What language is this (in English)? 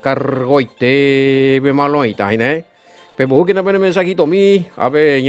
Guarani